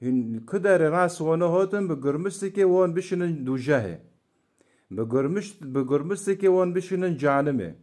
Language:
Kurdish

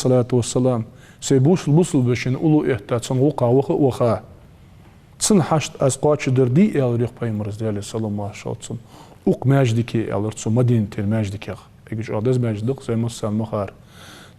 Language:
Ingush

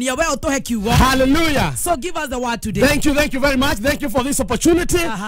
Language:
Kikuyu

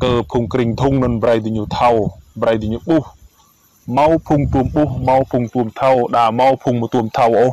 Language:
Rade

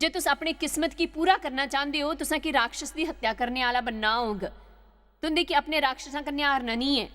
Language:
Dogri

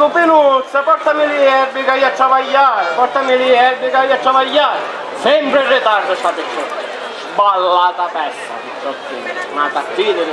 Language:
Sicilian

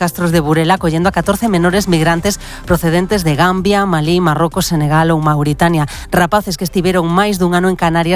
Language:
Galician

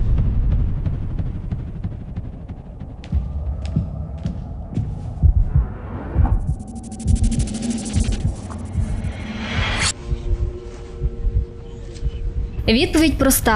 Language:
Ukrainian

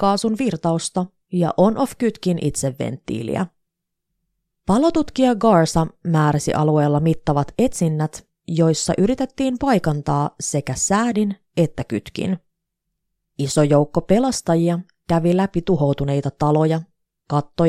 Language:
Finnish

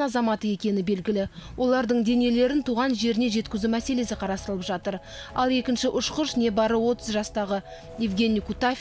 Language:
Kazakh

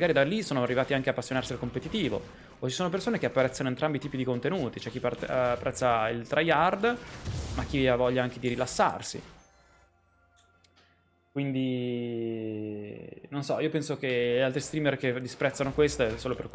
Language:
Italian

